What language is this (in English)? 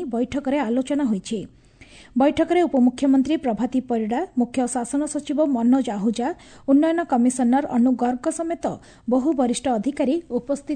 Odia